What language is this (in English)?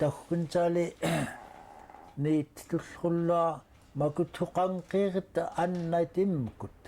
Central Yupik